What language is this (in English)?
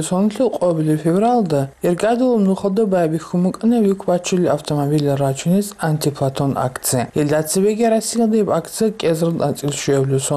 Avaric